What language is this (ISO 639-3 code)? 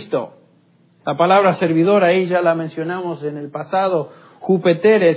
spa